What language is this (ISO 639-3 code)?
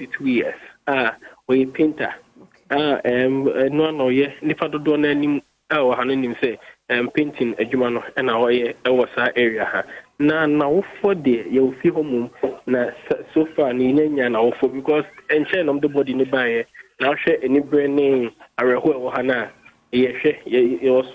aka